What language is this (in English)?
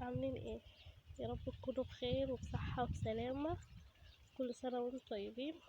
Egyptian Arabic